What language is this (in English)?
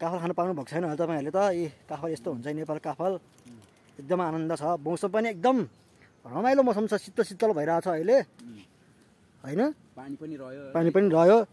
Nepali